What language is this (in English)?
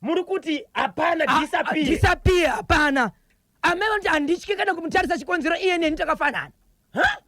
Shona